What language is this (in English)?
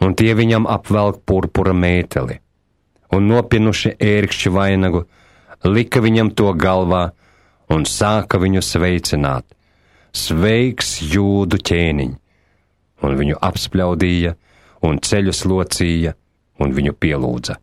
Latvian